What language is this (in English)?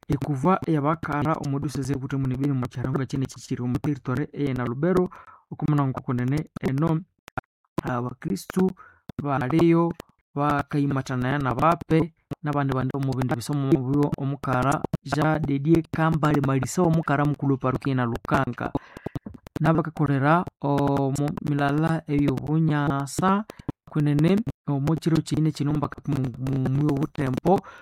Nande